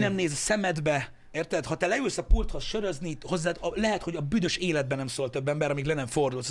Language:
Hungarian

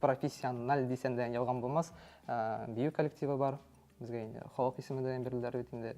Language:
Tatar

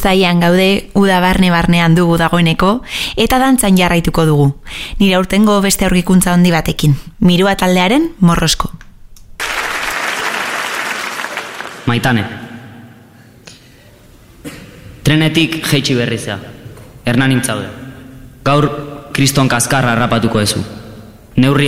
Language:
Basque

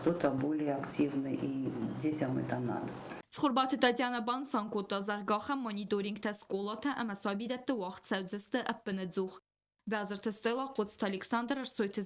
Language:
Ossetic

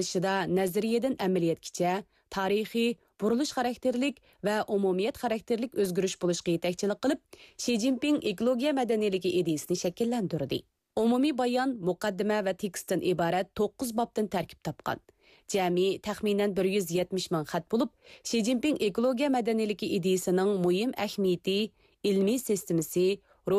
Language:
Uyghur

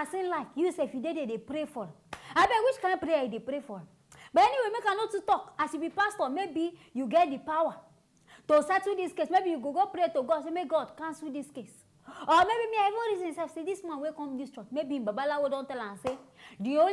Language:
Nigerian Pidgin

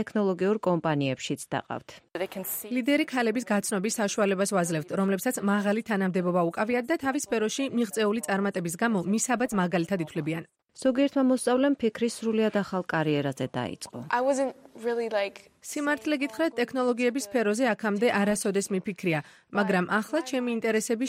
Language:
Georgian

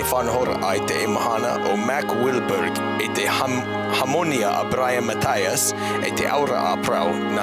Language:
Tahitian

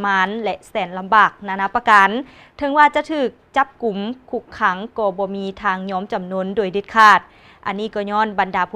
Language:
Lao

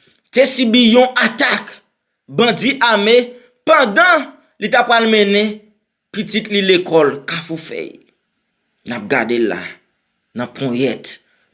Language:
Haitian Creole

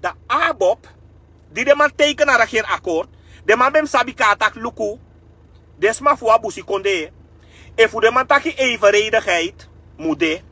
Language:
Sranan Tongo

